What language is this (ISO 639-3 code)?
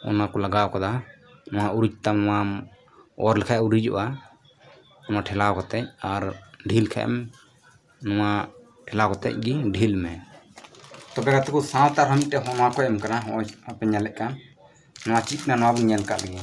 sat